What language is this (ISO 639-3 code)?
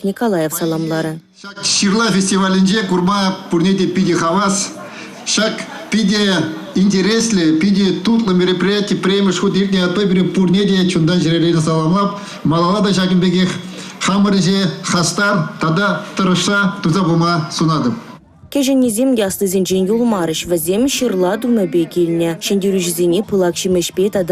chv